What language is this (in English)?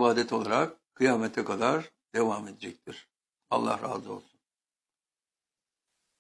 Turkish